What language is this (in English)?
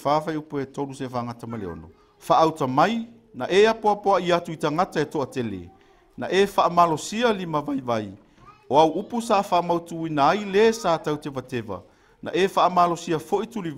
Samoan